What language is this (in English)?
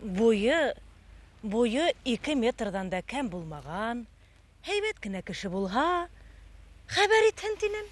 Bashkir